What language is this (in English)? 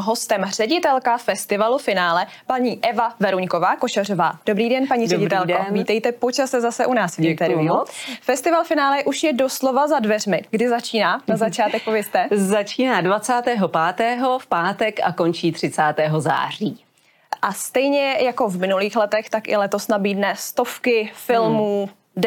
Czech